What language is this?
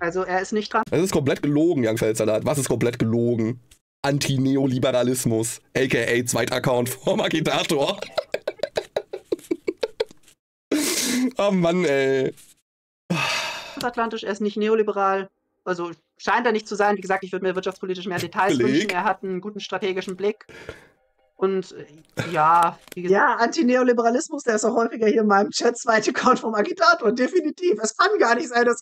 German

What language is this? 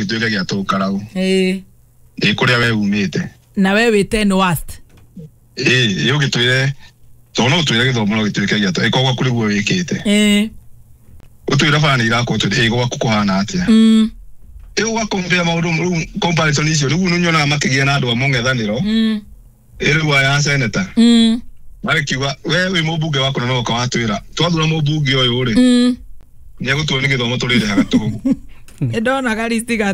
Kikuyu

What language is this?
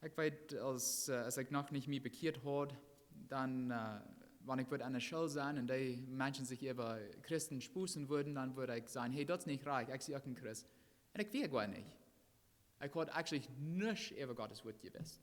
Plautdietsch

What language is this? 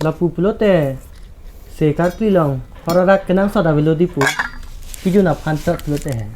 Karbi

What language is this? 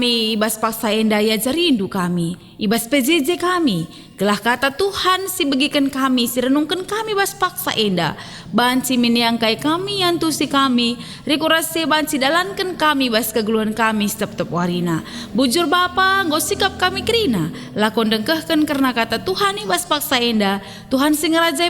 Batak Karo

